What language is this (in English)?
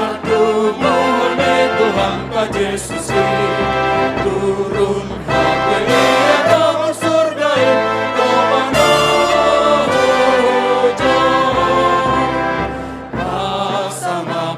Batak Simalungun